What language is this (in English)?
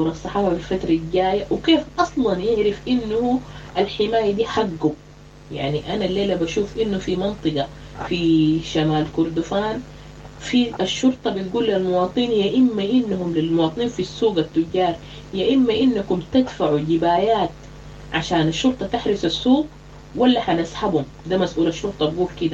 Sudanese Arabic